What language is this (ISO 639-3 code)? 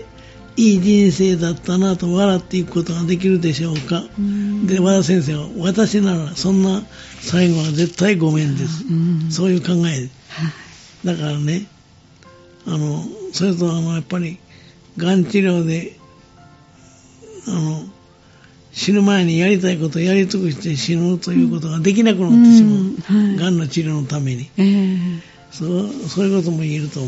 jpn